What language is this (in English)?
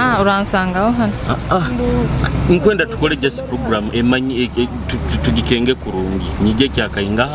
Nyoro